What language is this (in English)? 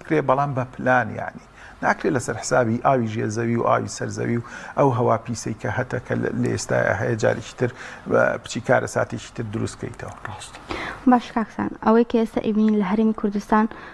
Central Kurdish